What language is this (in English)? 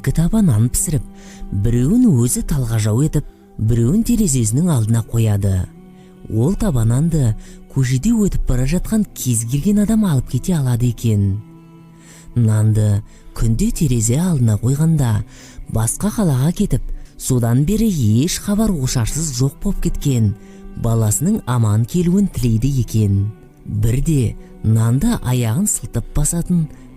Kazakh